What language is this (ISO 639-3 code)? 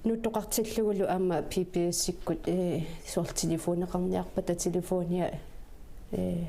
kal